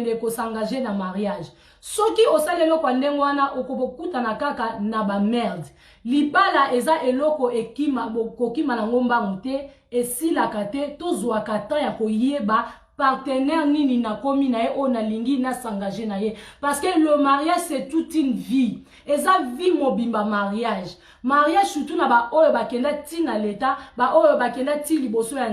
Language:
Lingala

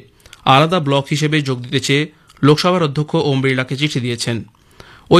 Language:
Bangla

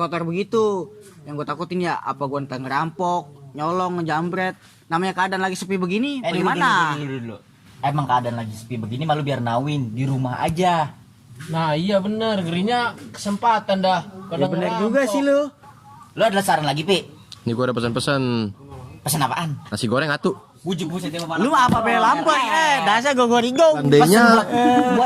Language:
Betawi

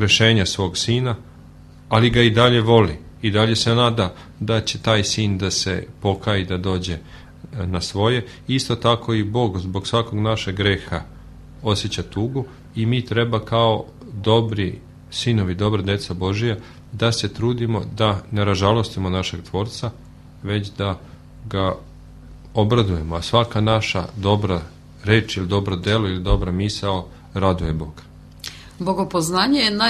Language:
Serbian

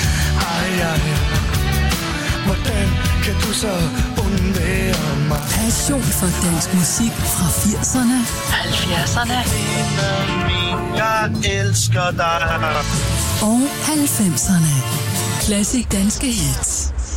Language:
Danish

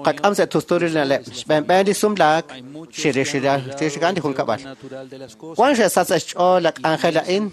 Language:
Kekchí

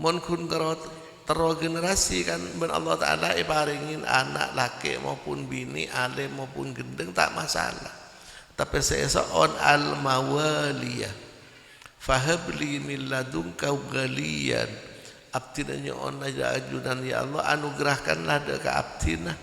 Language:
Madurese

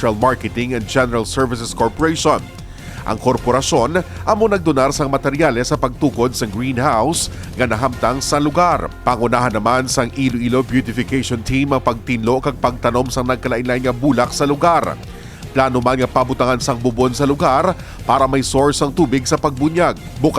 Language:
Hiligaynon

